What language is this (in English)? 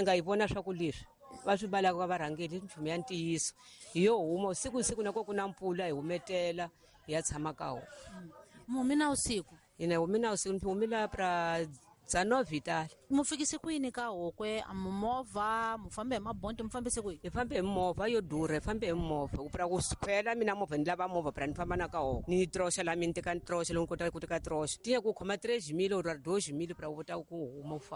Tsonga